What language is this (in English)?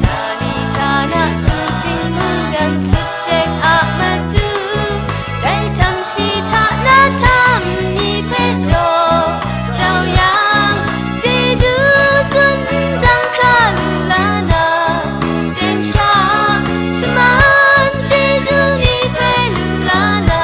Kachin